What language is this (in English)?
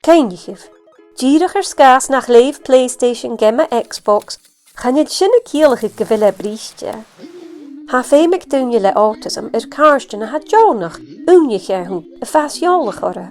Scottish Gaelic